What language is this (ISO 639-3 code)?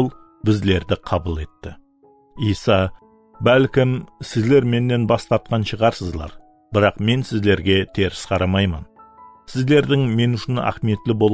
kaa